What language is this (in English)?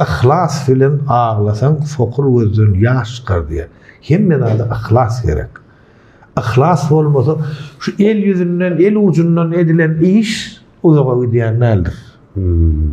Turkmen